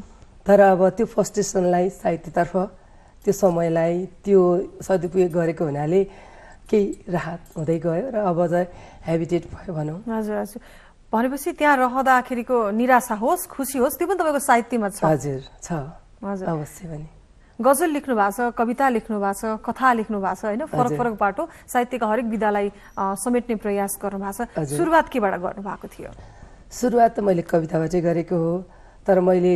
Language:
Nepali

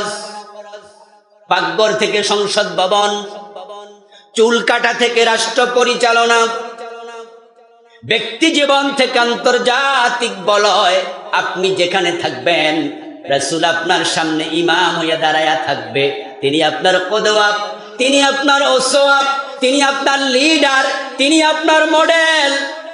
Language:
Bangla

